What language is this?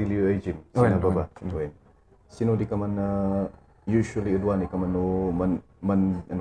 Kankanaey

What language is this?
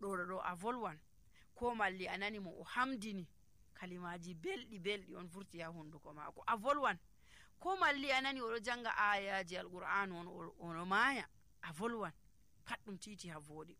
Nigerian Fulfulde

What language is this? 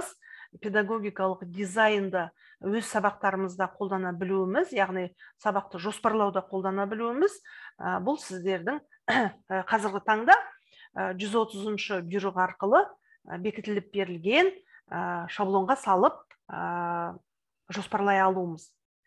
Kazakh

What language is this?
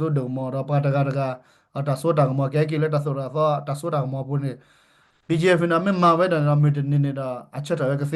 S'gaw Karen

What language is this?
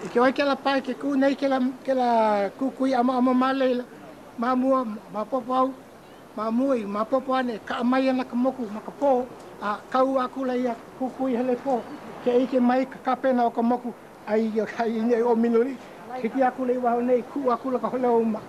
Hawaiian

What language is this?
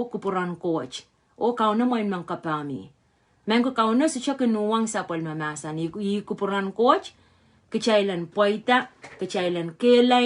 Pohnpeian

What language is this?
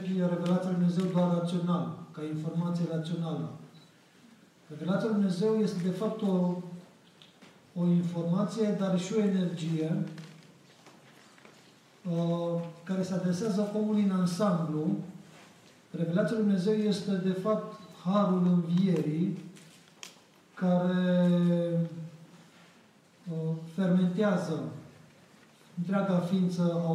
Romanian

